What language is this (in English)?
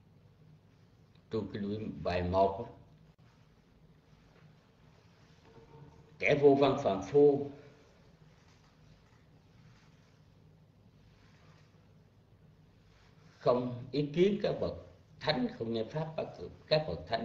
Vietnamese